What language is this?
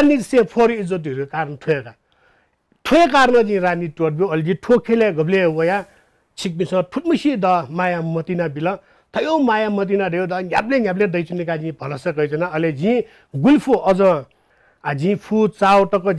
Newari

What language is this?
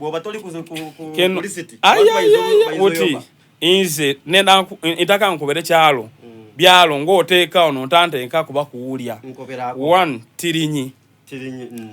Soga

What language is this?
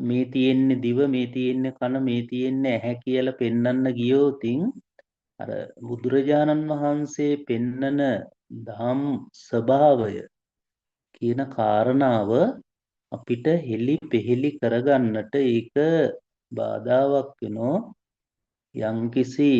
Sinhala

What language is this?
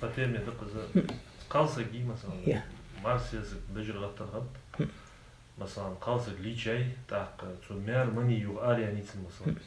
Ingush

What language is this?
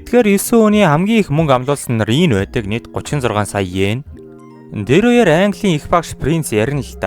Mongolian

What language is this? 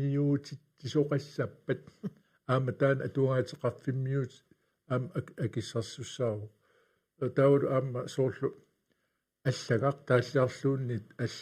Kalaallisut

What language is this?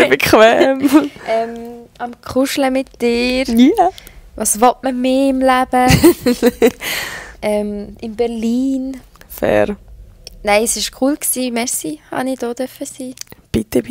Swiss German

